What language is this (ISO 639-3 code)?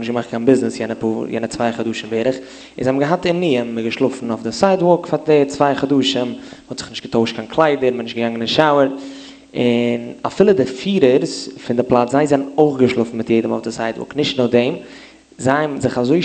yid